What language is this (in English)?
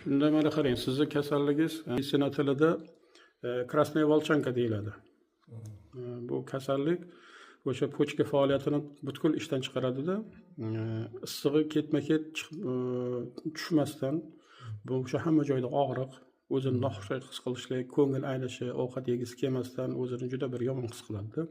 Uzbek